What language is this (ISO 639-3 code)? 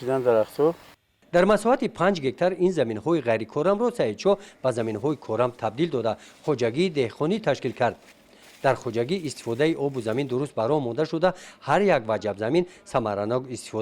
tgk